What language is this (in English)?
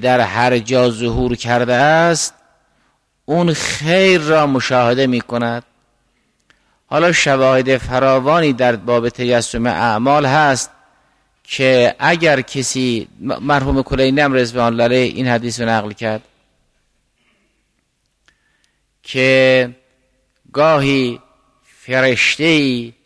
Persian